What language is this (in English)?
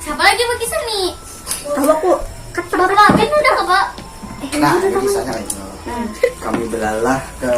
Banjar